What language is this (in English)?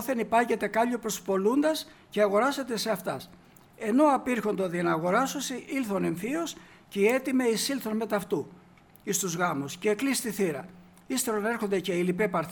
Greek